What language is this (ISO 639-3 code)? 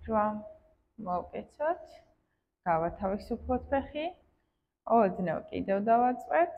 kat